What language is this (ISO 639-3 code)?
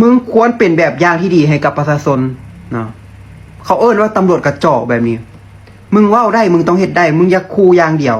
lao